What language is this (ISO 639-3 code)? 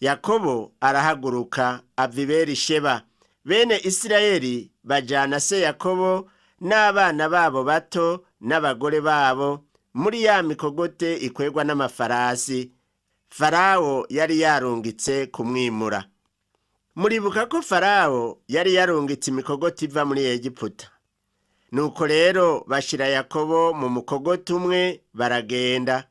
run